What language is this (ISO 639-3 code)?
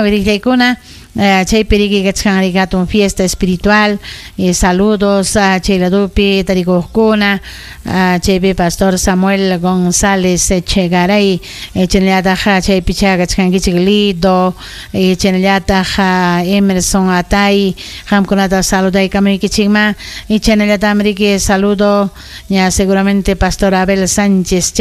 quy